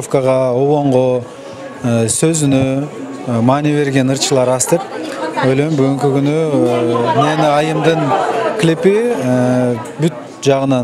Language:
Kyrgyz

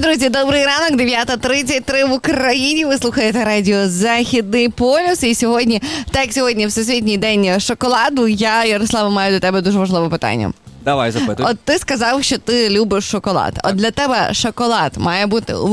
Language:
Ukrainian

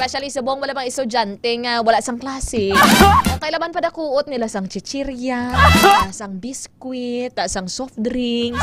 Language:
Hiligaynon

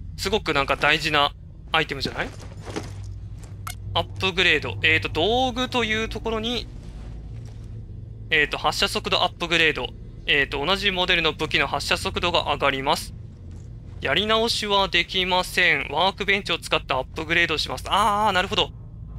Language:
Japanese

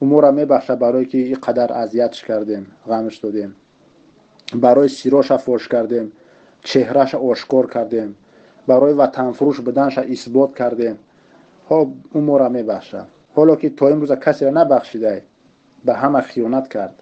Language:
Tajik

